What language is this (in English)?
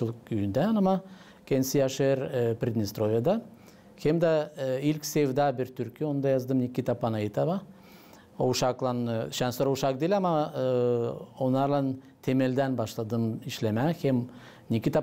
Gagauz